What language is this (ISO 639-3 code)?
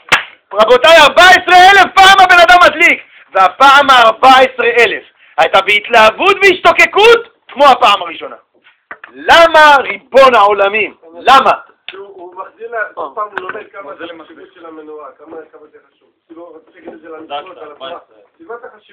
heb